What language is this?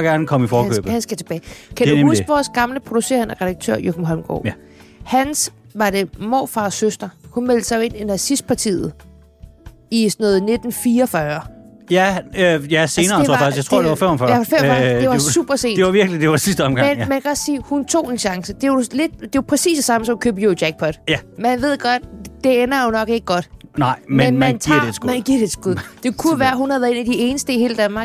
Danish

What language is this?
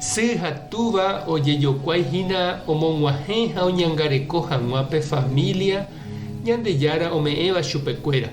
Guarani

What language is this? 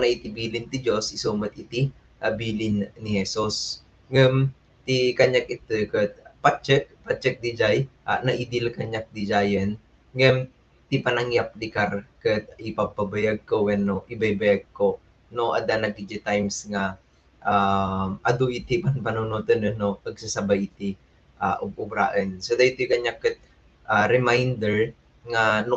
Iloko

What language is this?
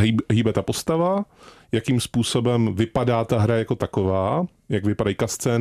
Czech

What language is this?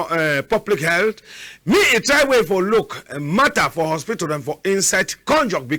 Cameroon Pidgin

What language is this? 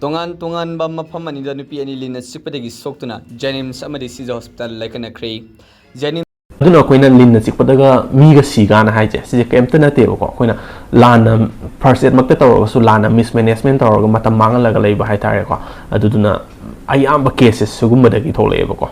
Manipuri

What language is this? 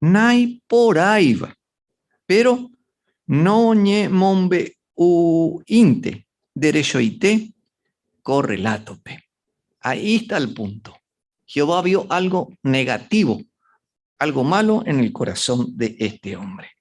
Guarani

